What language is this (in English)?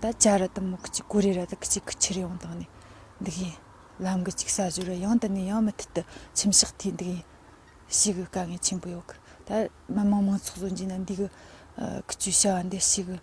Tibetan